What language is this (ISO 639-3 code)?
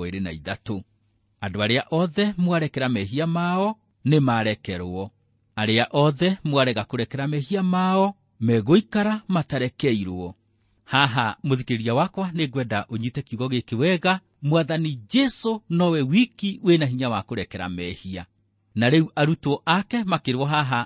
kik